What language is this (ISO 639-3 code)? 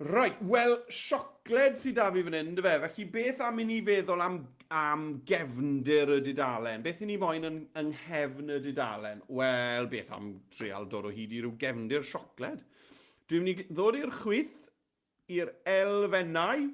cym